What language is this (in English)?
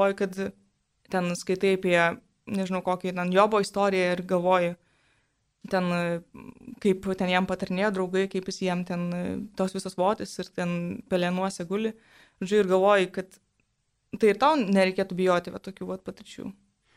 Lithuanian